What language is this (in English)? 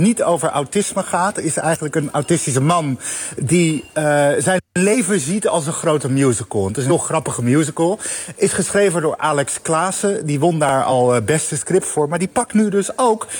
Dutch